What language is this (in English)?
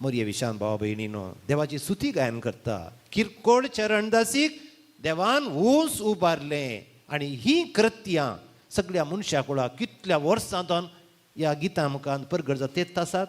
Konkani